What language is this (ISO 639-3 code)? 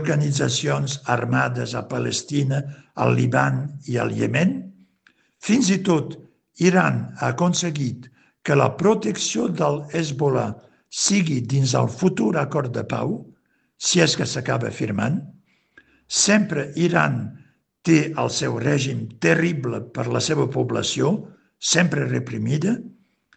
cat